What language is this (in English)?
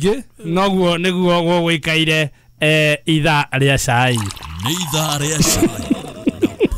Kikuyu